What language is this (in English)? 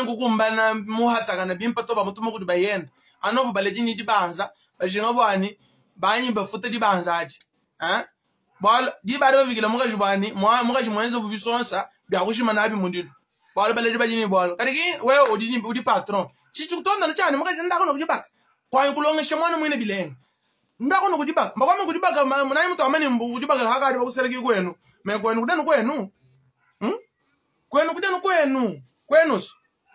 Luba-Lulua